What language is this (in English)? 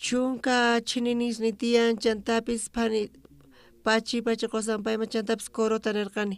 South Bolivian Quechua